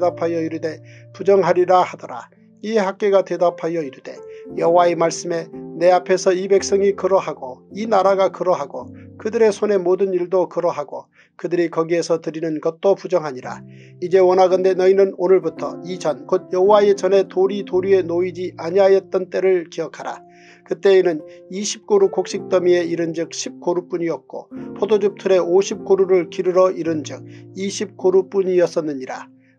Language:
Korean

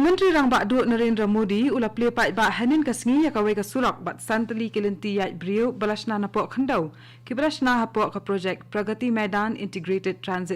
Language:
Khasi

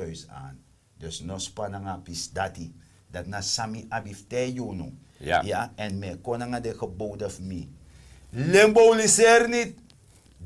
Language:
Sranan Tongo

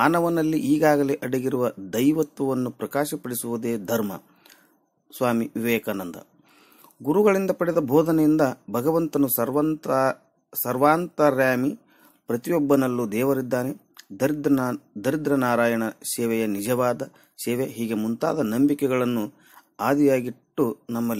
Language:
Kannada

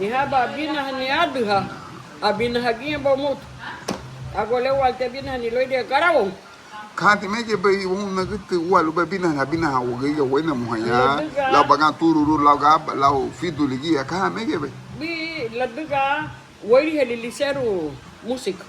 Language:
Garifuna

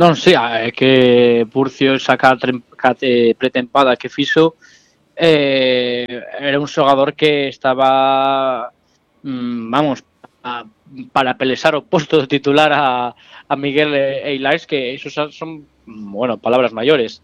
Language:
Galician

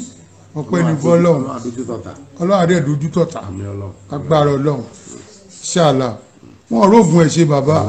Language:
Yoruba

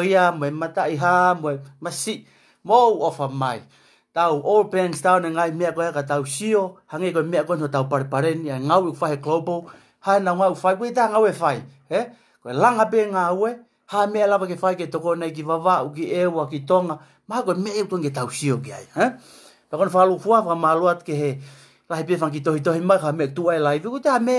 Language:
Tongan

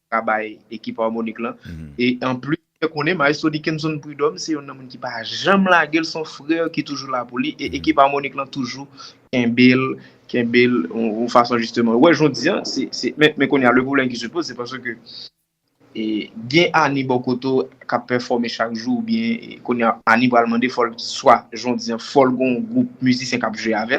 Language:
Haitian Creole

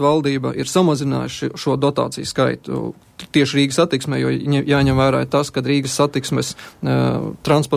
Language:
Latvian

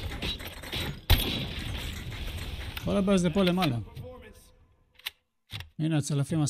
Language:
Hebrew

